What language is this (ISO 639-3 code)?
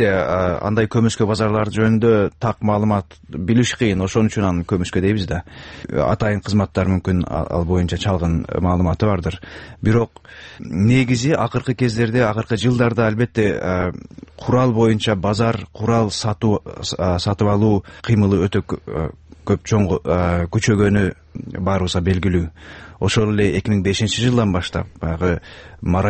kir